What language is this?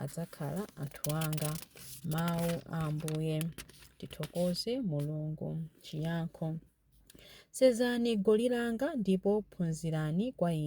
Nyanja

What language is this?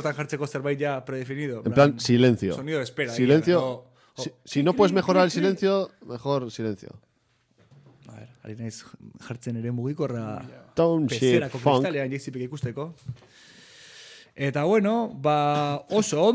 Basque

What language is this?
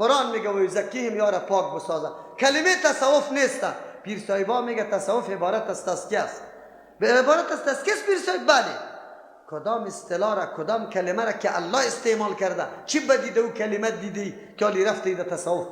Persian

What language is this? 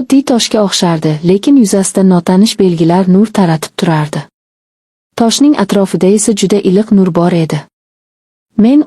Uzbek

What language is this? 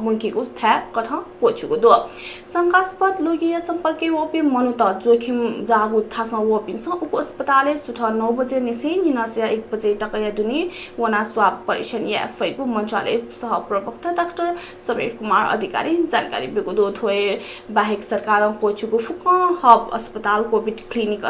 Newari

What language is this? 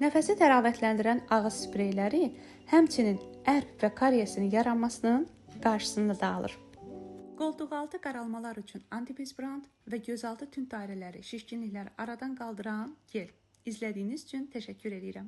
Azerbaijani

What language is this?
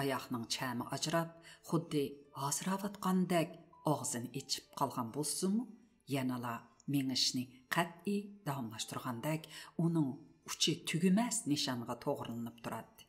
Uyghur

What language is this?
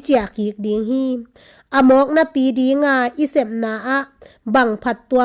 Tedim Chin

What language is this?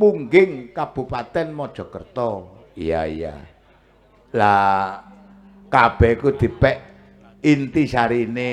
Javanese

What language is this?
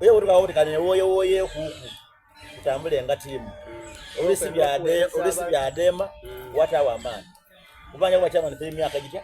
Soga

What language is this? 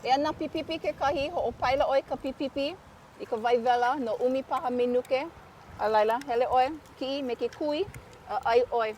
Hawaiian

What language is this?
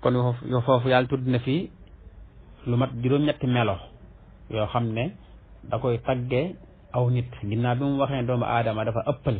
Wolof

